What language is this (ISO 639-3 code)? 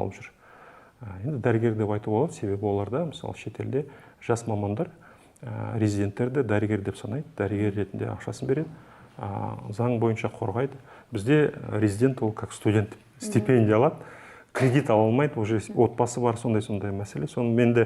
kaz